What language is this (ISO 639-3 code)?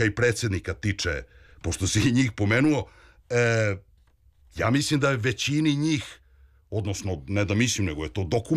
srp